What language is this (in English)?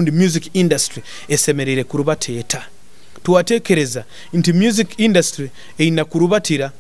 Nyoro